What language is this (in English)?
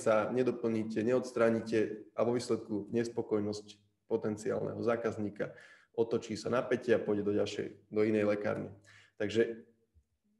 Slovak